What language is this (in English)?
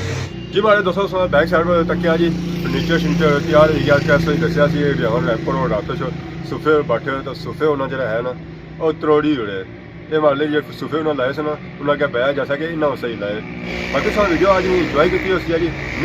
Pahari-Potwari